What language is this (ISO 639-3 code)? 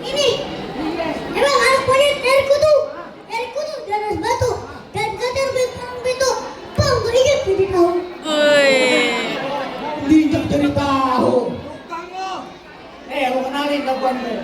bew